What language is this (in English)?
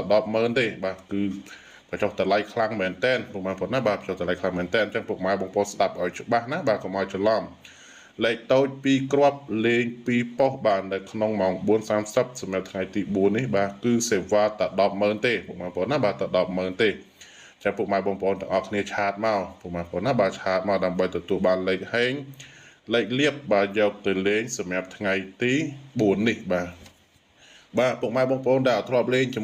Khmer